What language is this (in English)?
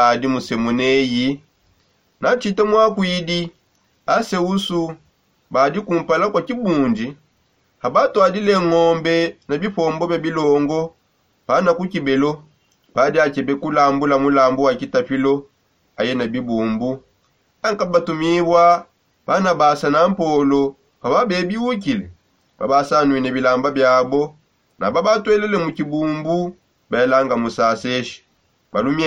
Songe